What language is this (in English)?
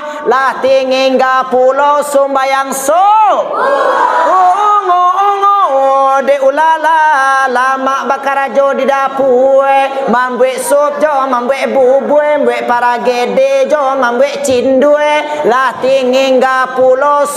Minangkabau